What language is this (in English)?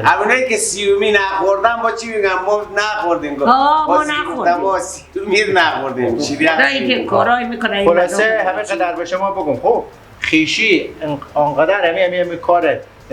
Persian